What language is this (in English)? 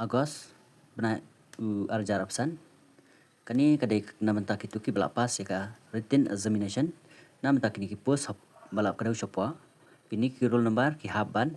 Khasi